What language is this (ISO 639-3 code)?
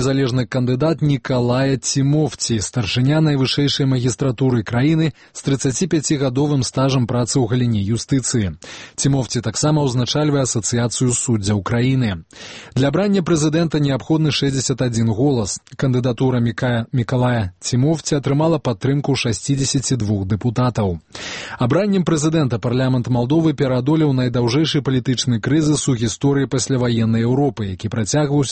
bel